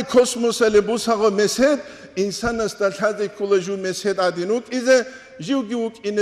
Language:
Avaric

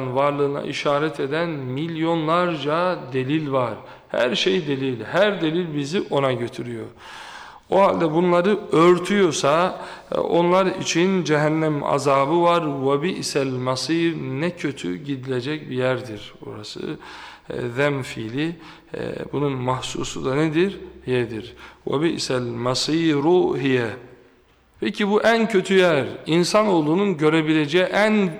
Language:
Turkish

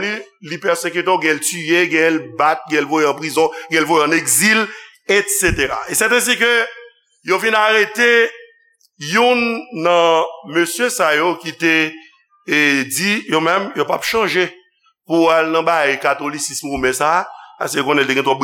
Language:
Haitian Creole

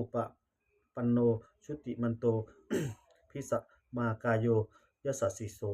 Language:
Pali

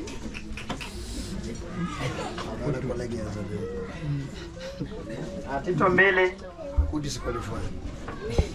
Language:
Swahili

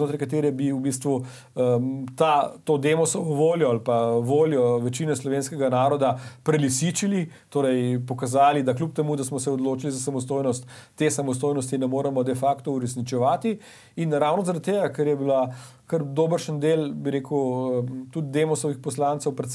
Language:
Slovenian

